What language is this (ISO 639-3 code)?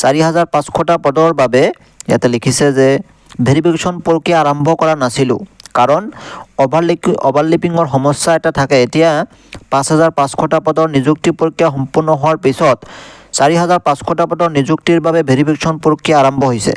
asm